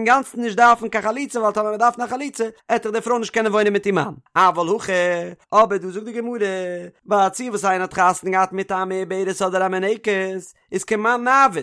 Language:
Yiddish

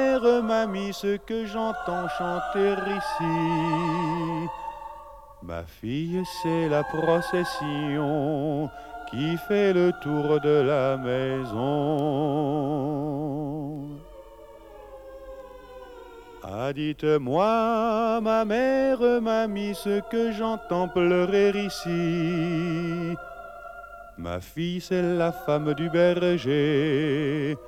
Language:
French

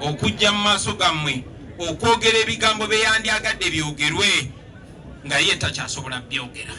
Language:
Ganda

